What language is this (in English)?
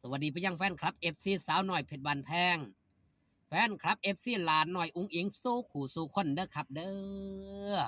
Northeastern Thai